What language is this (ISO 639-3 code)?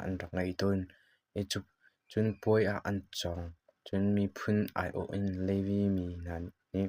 cnh